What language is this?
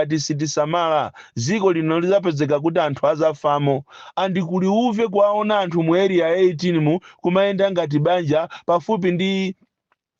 Nyanja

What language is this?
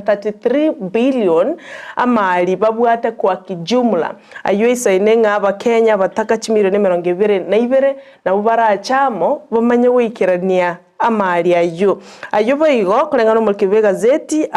Gusii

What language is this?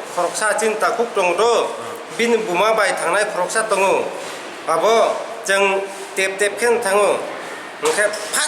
Kok Borok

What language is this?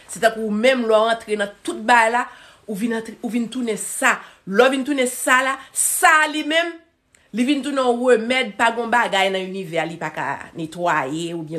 Haitian Creole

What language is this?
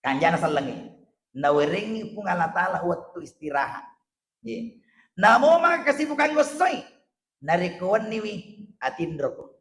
Buginese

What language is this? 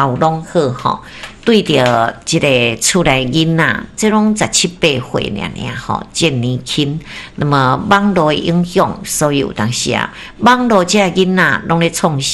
Min Nan Chinese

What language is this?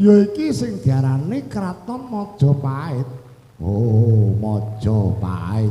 Javanese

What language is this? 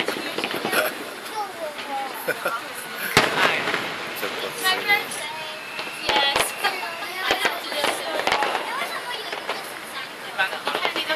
Chinese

